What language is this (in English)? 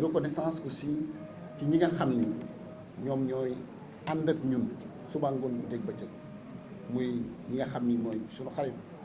Wolof